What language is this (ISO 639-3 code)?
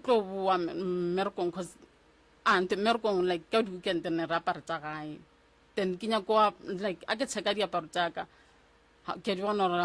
nso